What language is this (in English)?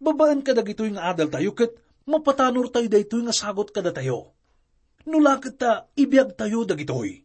Iloko